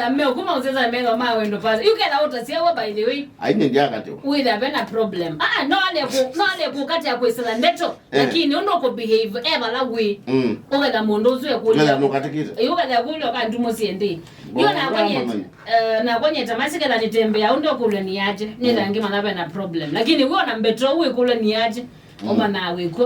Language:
Kamba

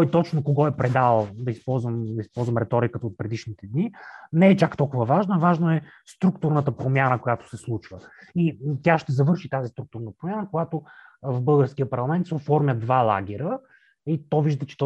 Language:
Bulgarian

